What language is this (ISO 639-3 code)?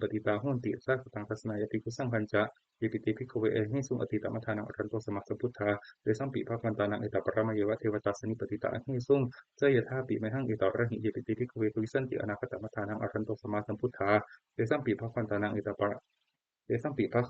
pli